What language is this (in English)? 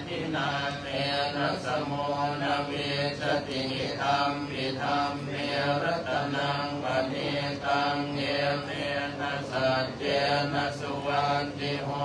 Pali